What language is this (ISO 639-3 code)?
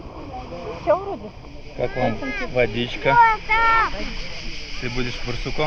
rus